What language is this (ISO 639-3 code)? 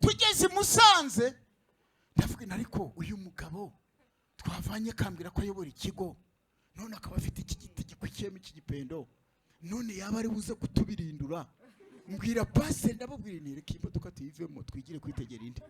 kin